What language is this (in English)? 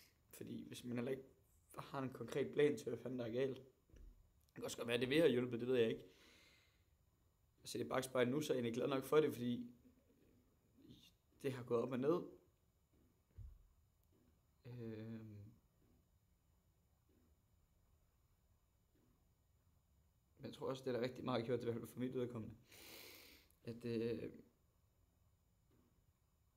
Danish